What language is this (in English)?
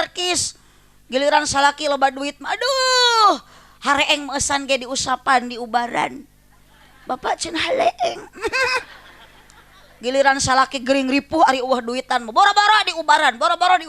Sundanese